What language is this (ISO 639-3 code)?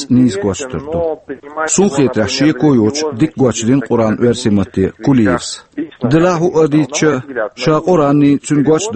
che